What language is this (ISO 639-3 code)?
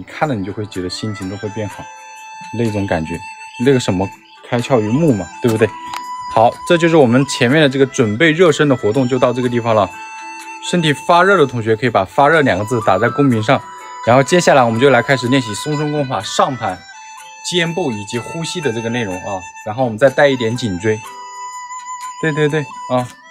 zho